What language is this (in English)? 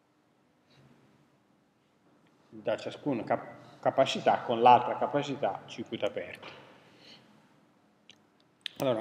Italian